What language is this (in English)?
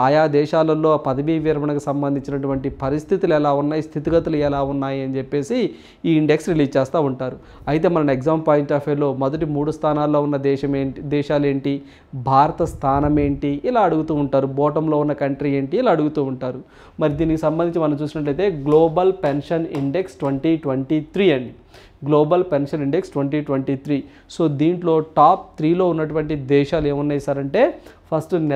Telugu